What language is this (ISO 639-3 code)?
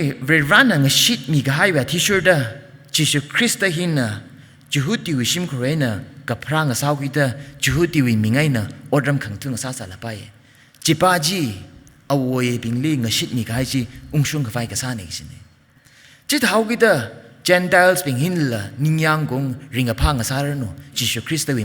nmf